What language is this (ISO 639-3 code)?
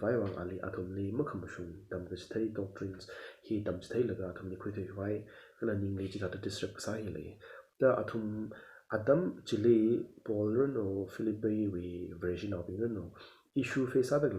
nmf